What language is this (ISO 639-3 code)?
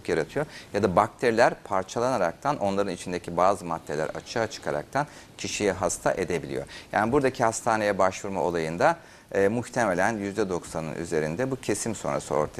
tur